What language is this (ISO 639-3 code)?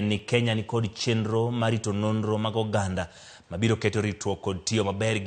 luo